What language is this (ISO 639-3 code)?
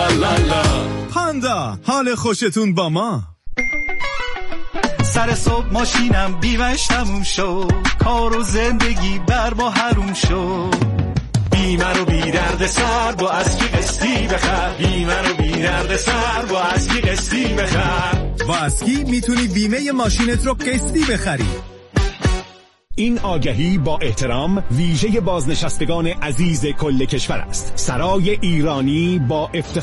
fas